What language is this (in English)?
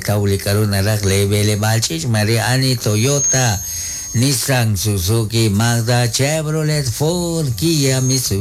Kekchí